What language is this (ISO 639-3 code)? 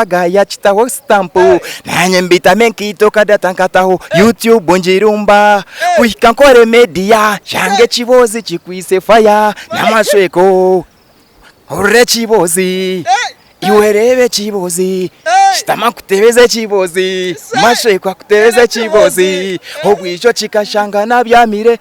nyn